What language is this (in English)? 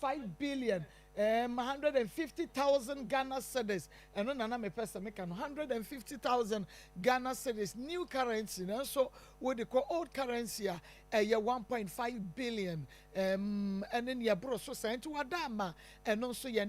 Akan